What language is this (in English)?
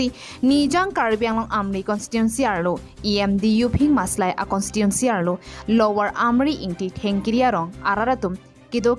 Karbi